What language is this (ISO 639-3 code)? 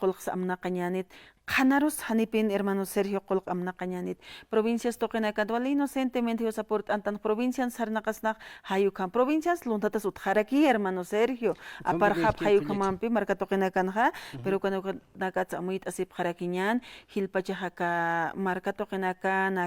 aym